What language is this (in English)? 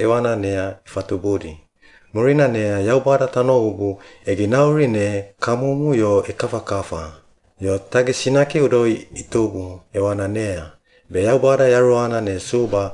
Suau